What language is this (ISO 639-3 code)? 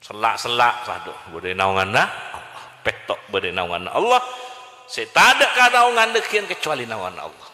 mad